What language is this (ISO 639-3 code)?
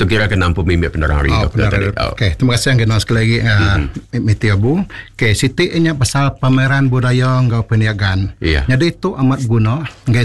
iba